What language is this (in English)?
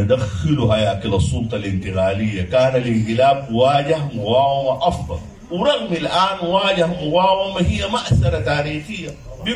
Sudanese Arabic